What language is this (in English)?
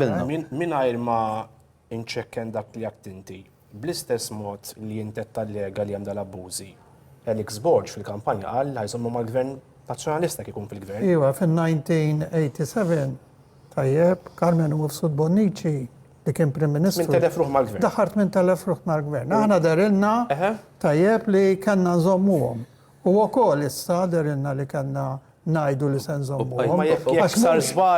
Maltese